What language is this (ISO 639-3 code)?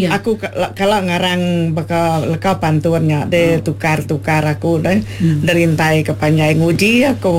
iba